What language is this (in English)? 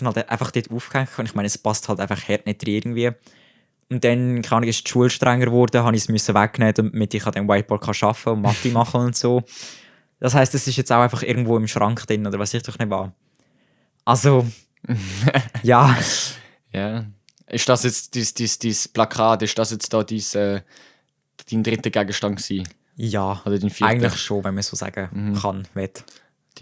Swiss German